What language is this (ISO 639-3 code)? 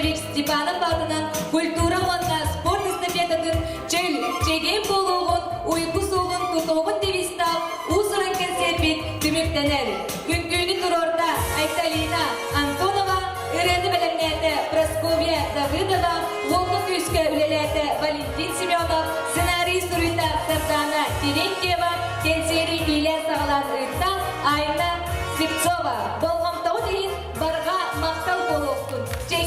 sah